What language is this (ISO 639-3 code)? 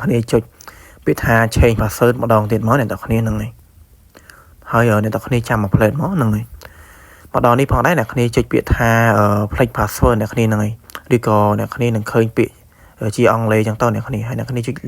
khm